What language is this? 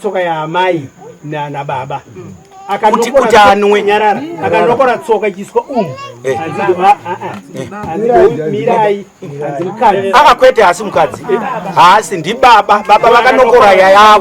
Shona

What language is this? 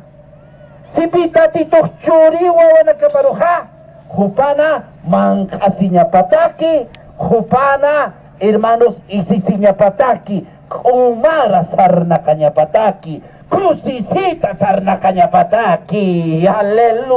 Aymara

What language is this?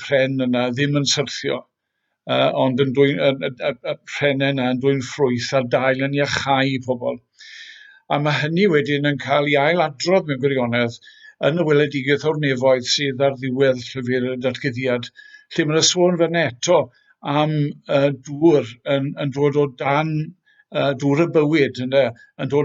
Welsh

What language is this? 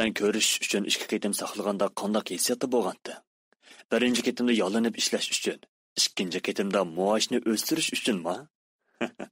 Uyghur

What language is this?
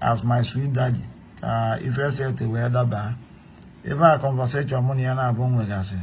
Igbo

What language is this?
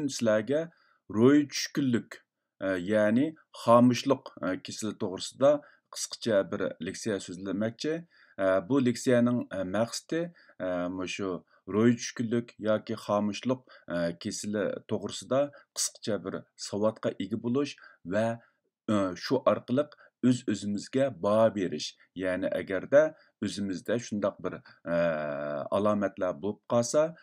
Uyghur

